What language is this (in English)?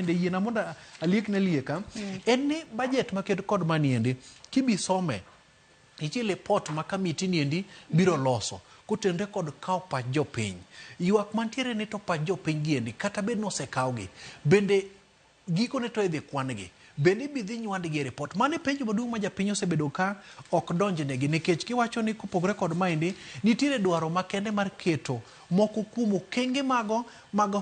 Luo (Kenya and Tanzania)